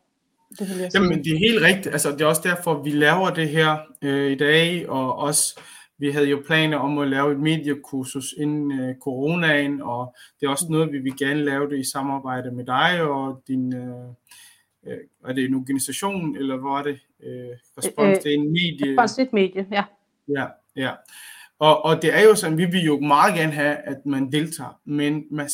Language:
Danish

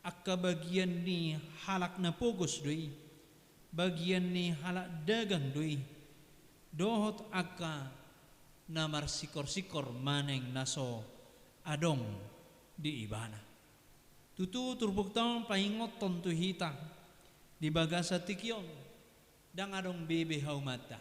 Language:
Batak Toba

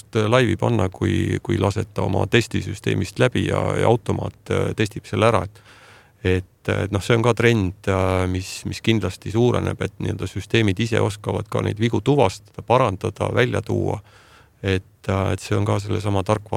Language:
Estonian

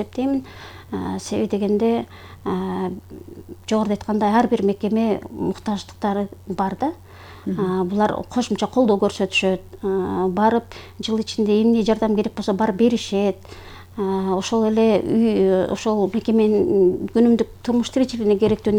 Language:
Kyrgyz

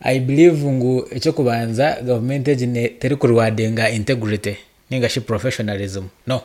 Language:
Nyankole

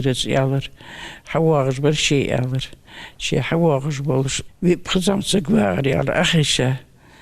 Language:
Ingush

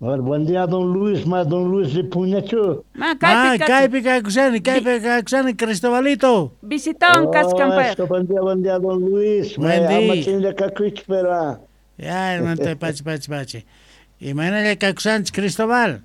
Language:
South Bolivian Quechua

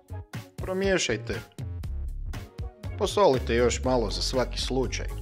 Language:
Croatian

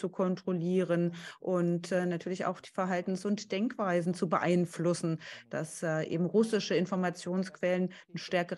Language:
German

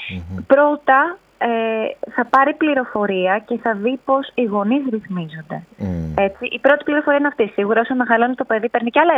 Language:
Greek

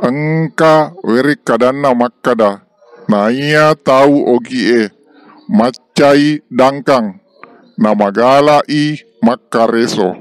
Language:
Buginese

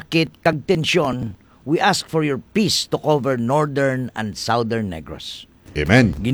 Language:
Hiligaynon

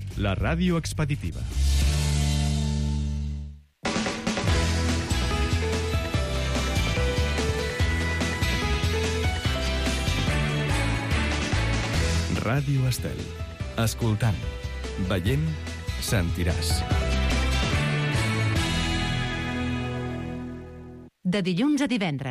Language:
Catalan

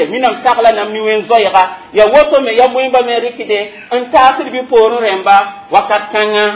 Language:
Mossi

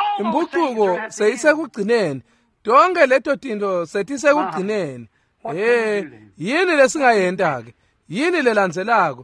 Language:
Swati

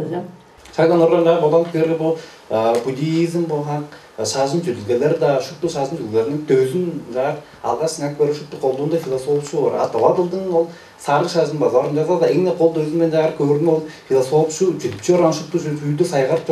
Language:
Tuvinian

